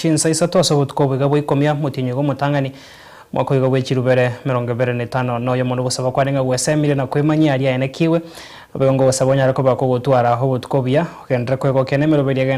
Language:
Gusii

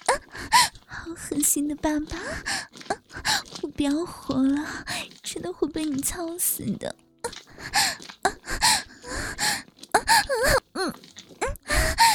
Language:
Chinese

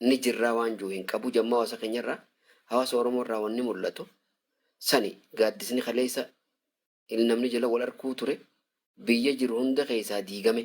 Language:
Oromo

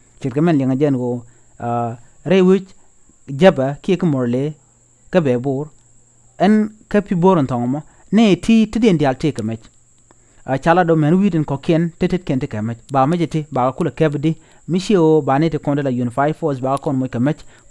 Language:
Nuer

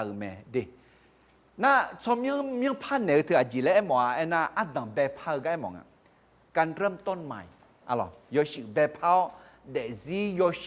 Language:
Akha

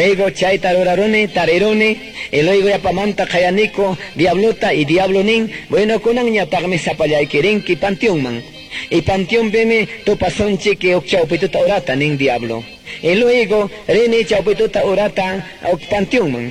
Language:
Quechua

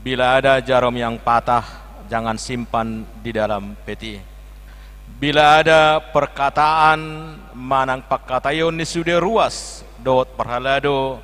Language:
Batak Toba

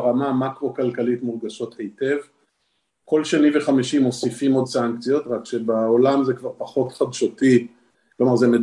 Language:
Hebrew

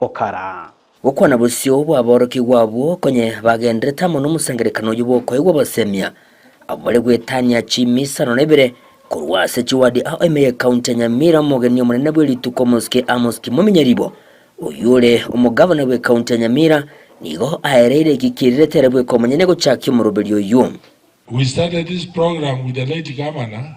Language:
Gusii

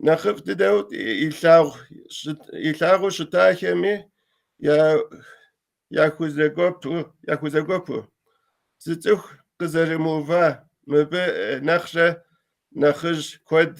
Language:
Kabardian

